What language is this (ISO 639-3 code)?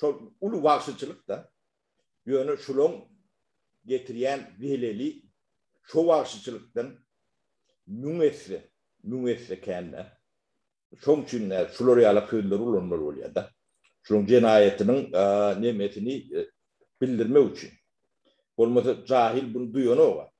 tuk